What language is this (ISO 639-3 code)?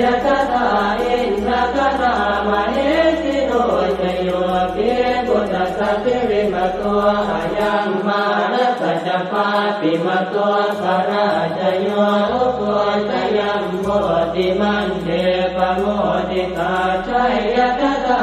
pli